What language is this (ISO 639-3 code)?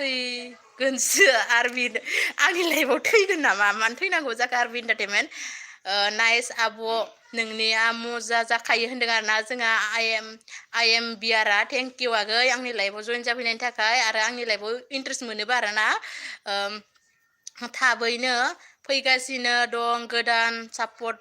brx